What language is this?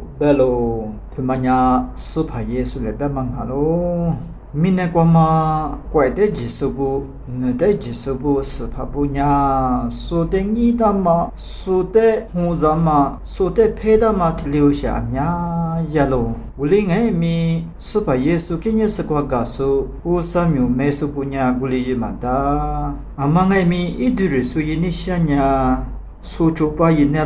Lisu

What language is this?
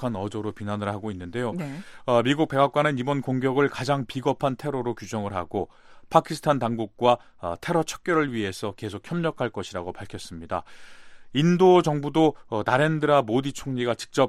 Korean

